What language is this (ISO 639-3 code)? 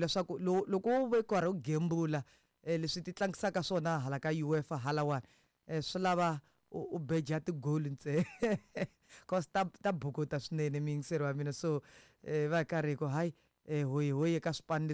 tso